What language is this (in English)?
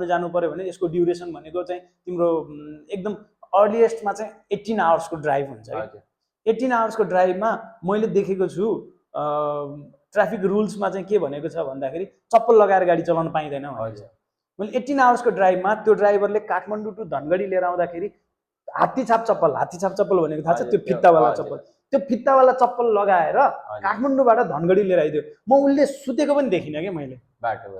Nepali